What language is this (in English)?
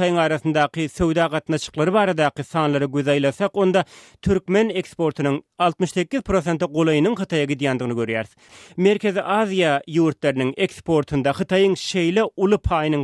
Turkmen